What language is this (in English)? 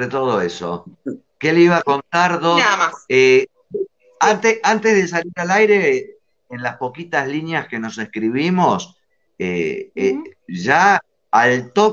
Spanish